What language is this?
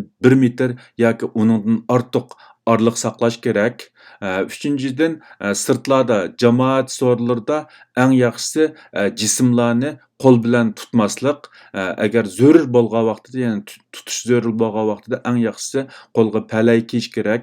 Uyghur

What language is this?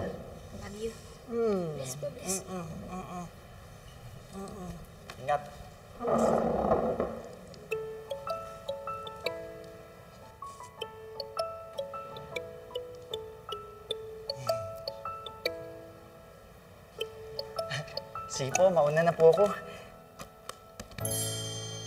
Filipino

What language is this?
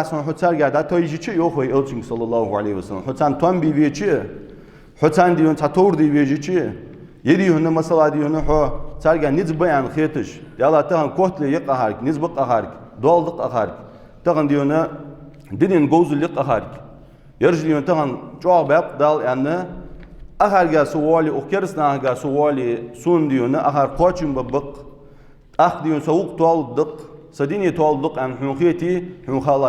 Ingush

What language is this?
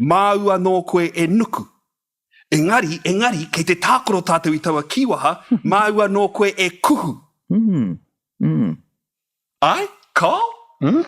Māori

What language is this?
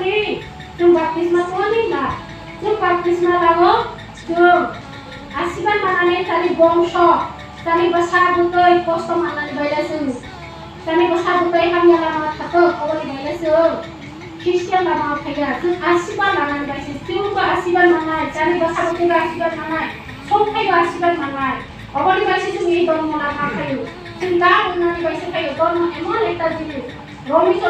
Kok Borok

